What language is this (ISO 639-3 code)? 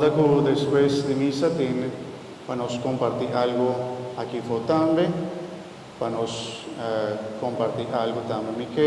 pap